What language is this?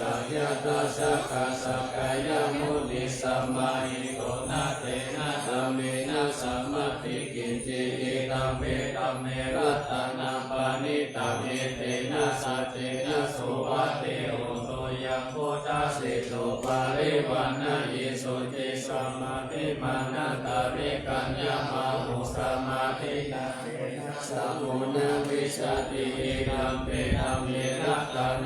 Pali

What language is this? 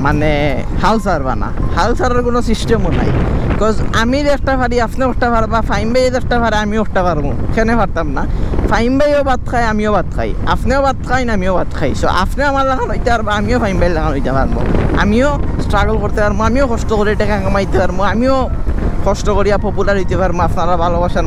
Sylheti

